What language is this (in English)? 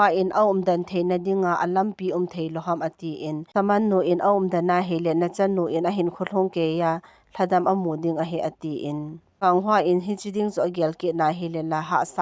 Thado Chin